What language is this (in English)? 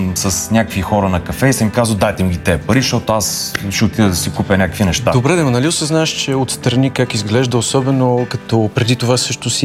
Bulgarian